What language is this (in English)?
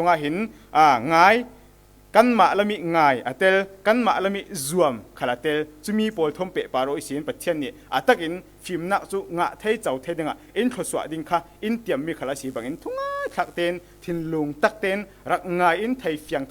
Falam Chin